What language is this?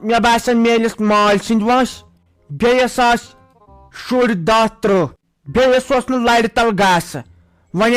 Kashmiri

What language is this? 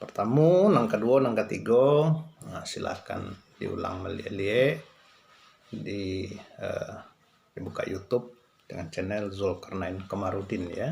Minangkabau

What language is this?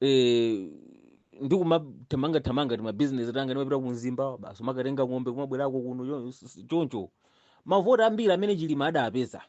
Nyanja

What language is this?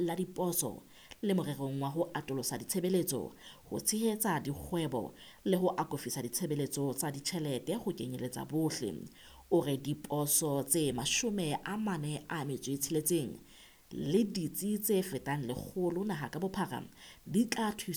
Southern Sotho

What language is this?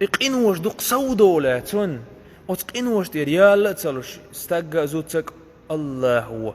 Chechen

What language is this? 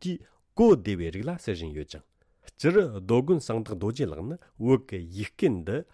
Tibetan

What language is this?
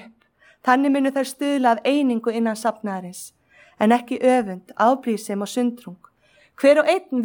Icelandic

